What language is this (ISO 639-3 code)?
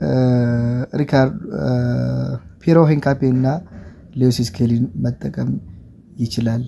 amh